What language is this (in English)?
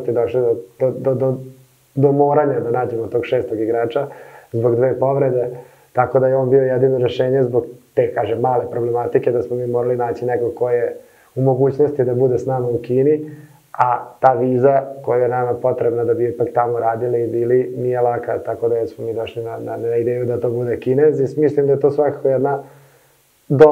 Serbian